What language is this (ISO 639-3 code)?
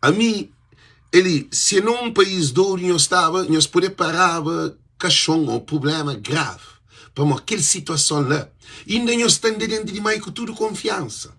kea